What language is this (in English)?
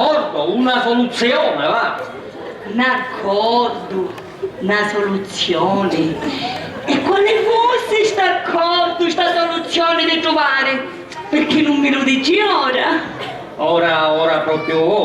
Sicilian